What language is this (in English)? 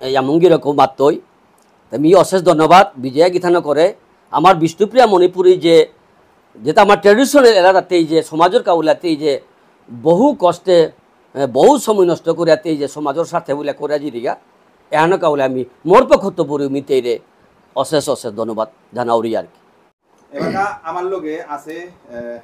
Bishnupriya